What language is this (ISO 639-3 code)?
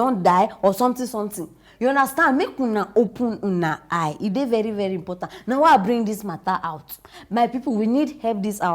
pcm